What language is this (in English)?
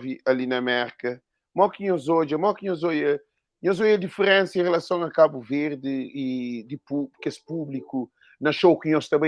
Kabuverdianu